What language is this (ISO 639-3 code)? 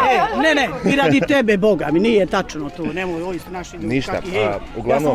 bos